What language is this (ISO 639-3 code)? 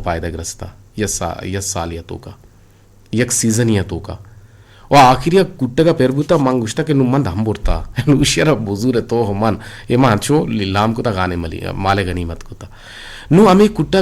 bgp